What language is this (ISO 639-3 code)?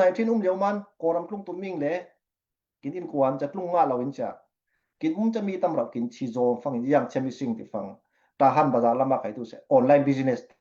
cfm